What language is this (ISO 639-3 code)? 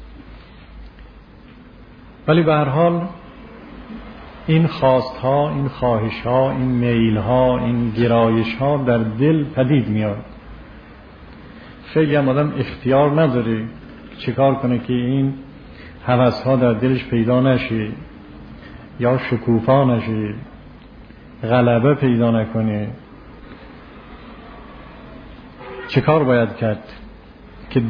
fas